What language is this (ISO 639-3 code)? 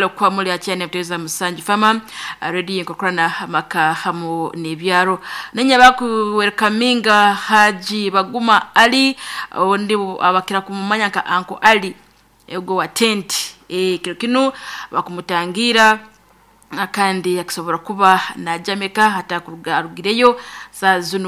nyo